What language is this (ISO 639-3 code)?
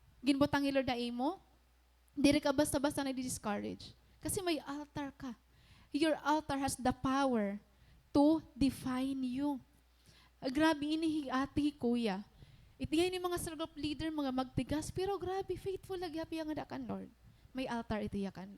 war